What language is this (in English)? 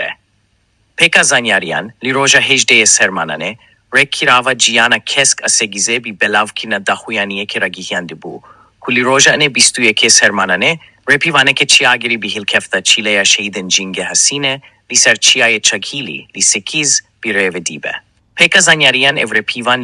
Kurdish